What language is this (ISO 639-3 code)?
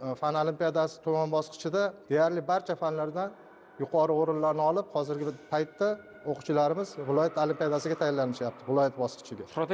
uzb